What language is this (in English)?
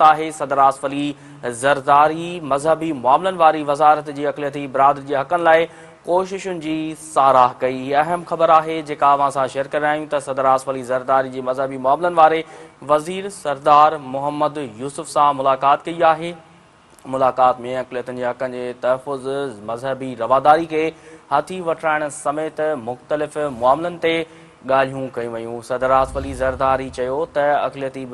Sindhi